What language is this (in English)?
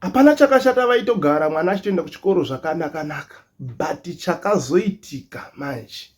Shona